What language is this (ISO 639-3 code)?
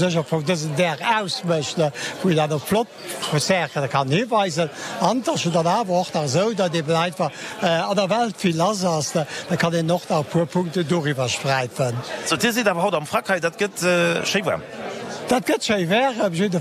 ltz